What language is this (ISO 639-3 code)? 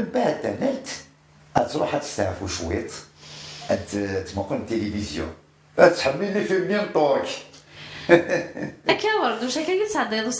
kab